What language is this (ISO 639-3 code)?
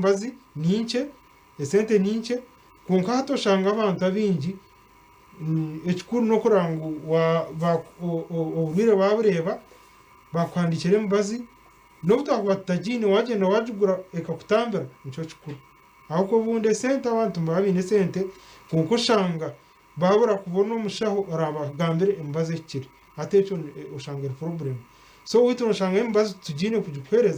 nyn